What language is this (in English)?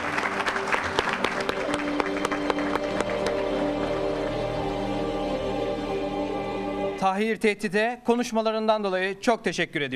Turkish